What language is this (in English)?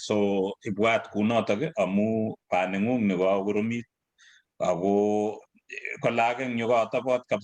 Kalenjin